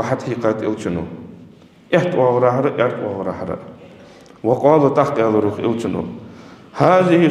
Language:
Ingush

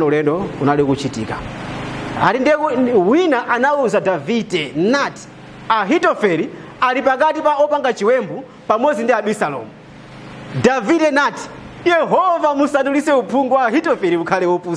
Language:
Nyanja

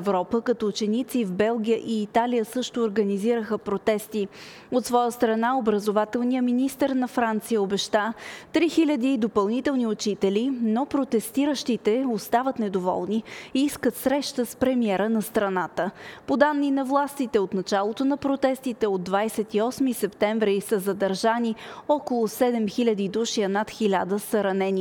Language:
Bulgarian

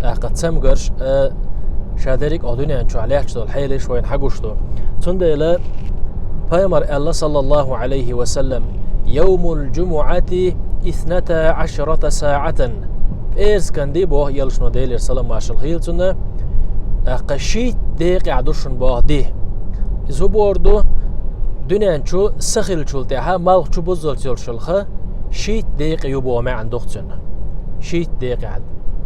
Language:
Chechen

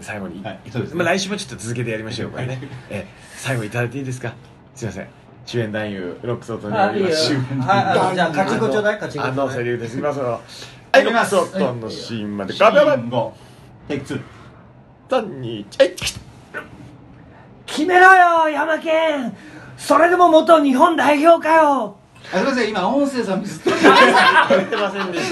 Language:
Japanese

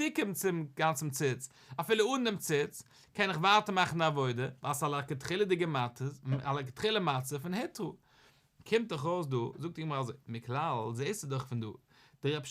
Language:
Yiddish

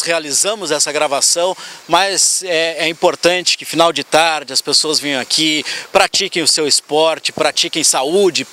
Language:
Portuguese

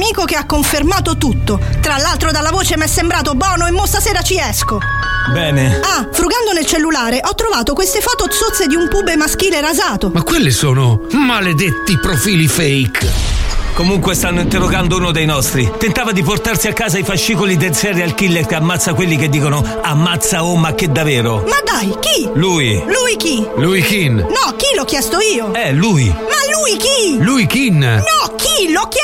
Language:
Italian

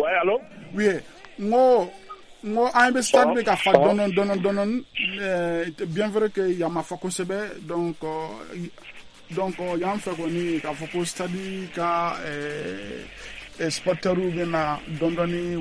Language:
Bambara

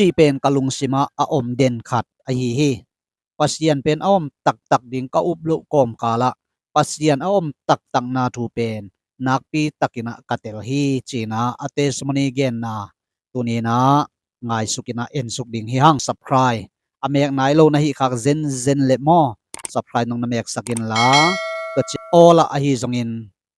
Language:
Tedim Chin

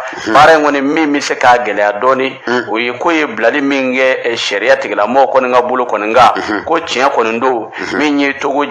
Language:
Bambara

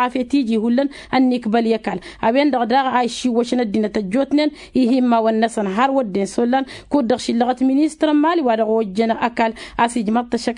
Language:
Tamasheq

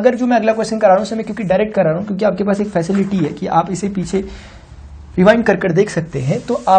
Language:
Hindi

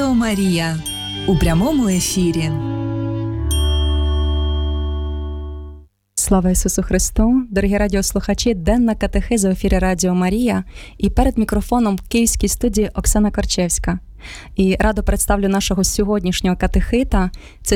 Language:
Ukrainian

